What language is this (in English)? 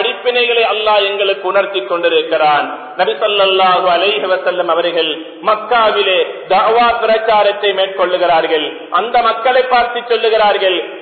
Tamil